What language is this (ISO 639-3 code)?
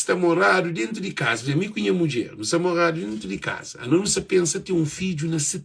kea